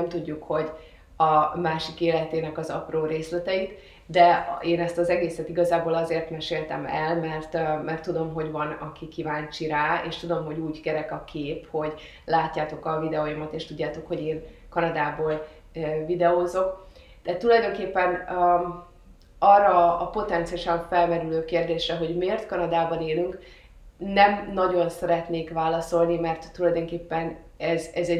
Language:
Hungarian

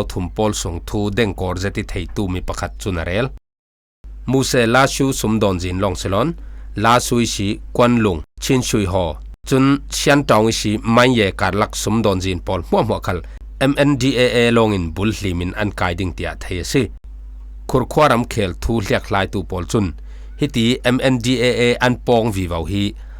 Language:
Falam Chin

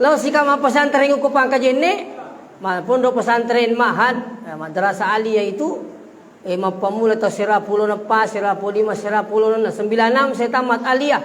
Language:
Buginese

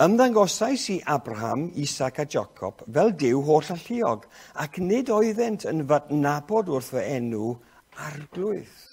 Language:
Welsh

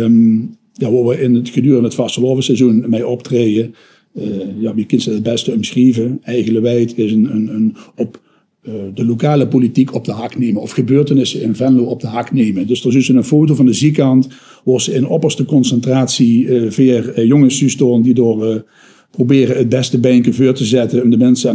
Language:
Limburgish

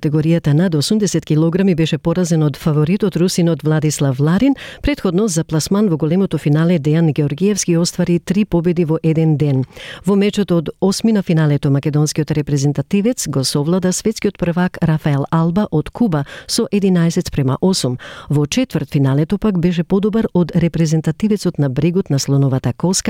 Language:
Macedonian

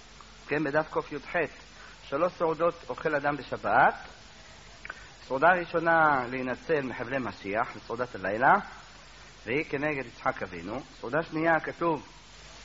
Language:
Hebrew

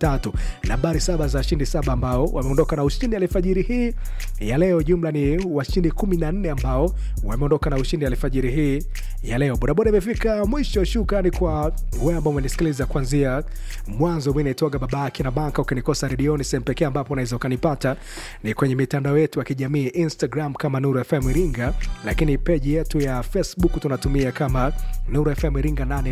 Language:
Swahili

